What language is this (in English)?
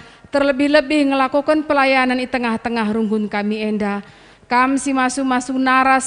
Batak Karo